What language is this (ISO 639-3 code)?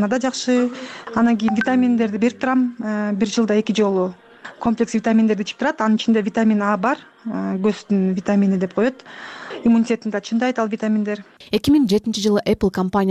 kir